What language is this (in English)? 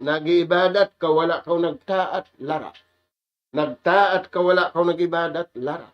Tausug